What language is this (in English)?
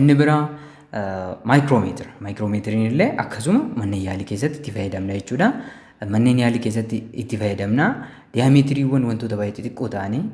Oromo